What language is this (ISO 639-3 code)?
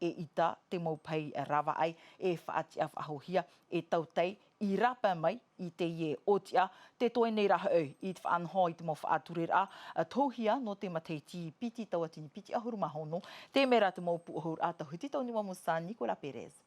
tah